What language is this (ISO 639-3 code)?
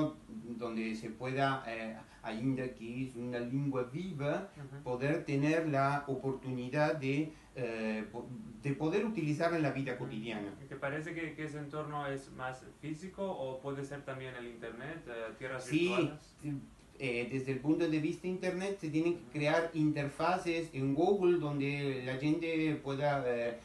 lad